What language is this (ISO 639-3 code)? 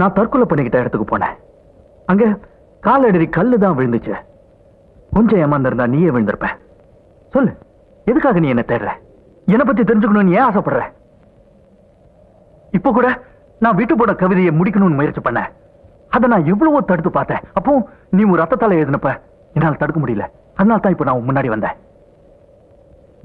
tam